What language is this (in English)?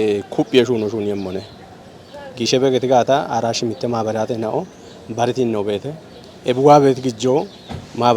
Kafa